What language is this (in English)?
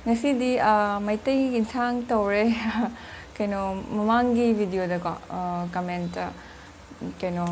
Manipuri